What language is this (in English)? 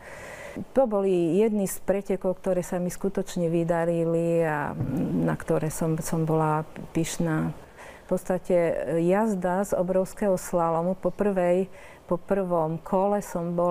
Slovak